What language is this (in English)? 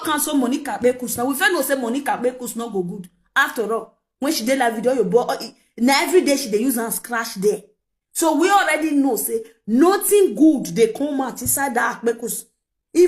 Nigerian Pidgin